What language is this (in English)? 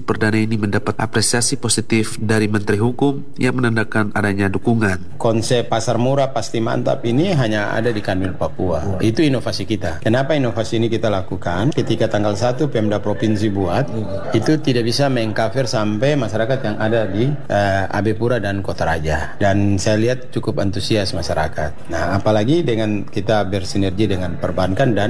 Indonesian